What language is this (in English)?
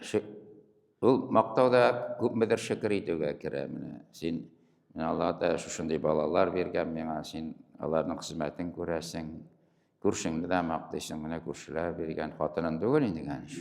Tatar